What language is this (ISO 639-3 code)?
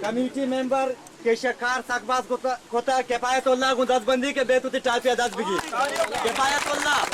bgp